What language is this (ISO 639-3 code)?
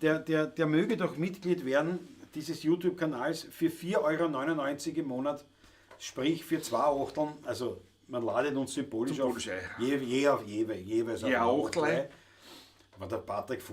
bar